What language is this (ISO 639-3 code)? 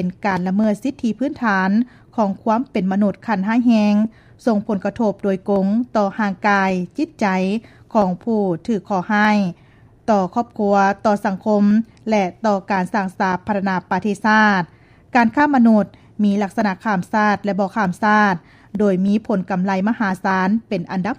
lao